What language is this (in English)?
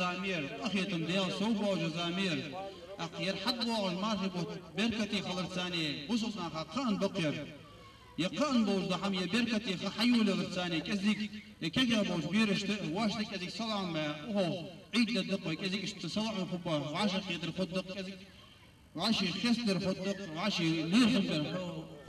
Ingush